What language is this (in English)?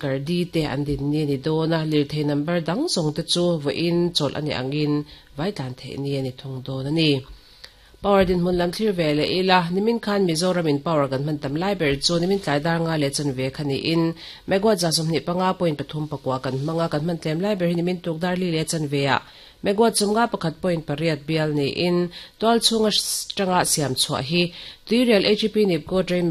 Mizo